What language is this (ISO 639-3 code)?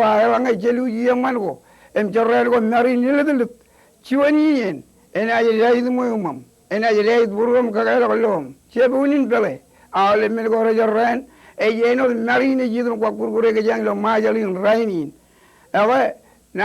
mah